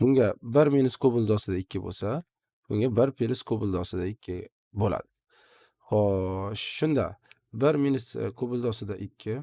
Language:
Uzbek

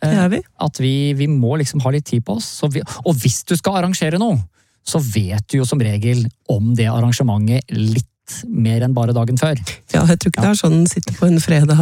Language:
Norwegian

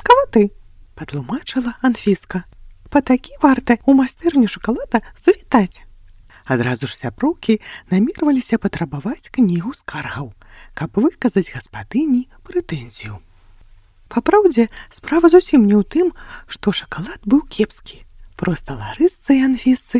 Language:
Belarusian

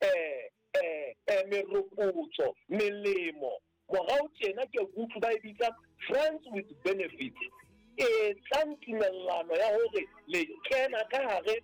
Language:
Southern Sotho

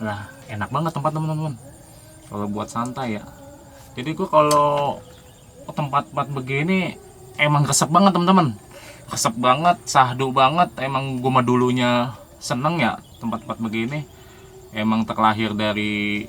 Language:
Betawi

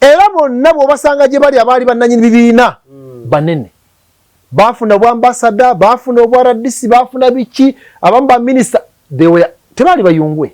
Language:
Ganda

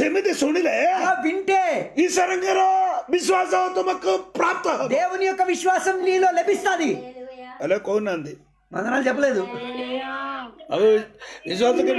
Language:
Telugu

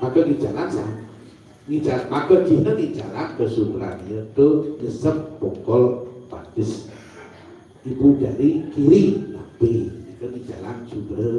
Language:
Balinese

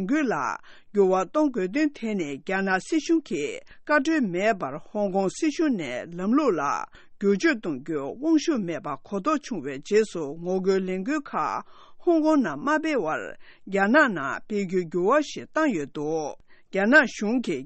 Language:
Tibetan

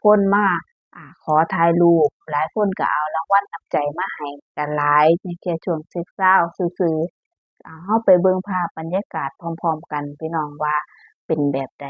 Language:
Northeastern Thai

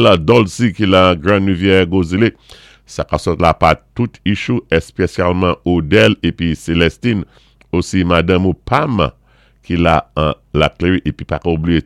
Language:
Saint Lucian Creole French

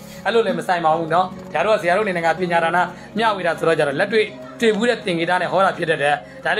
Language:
Burmese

